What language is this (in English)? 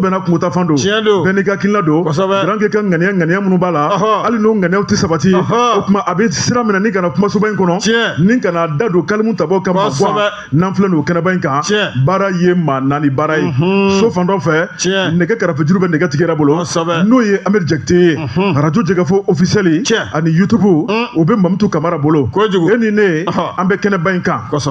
Bambara